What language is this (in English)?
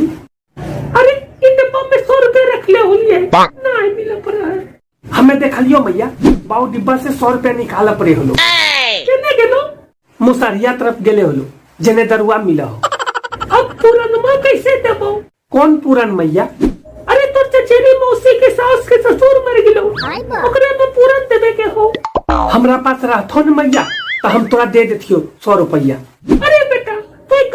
Magahi